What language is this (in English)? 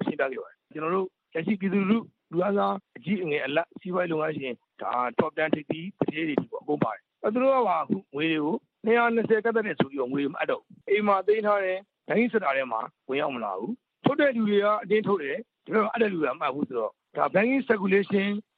Burmese